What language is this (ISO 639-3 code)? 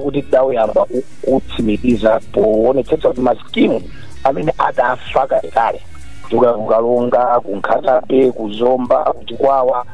nya